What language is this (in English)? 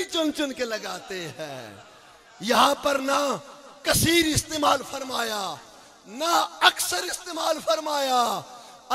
Urdu